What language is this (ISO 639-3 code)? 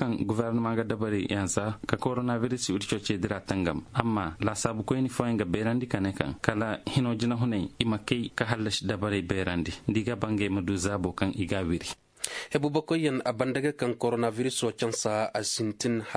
ses